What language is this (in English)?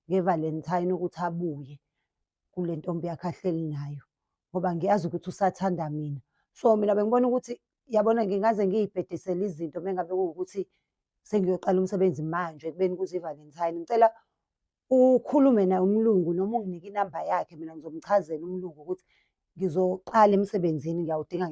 Zulu